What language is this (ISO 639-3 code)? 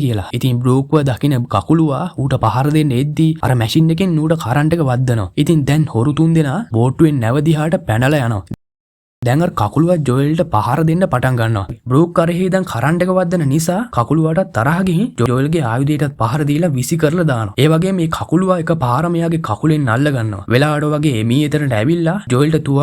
sin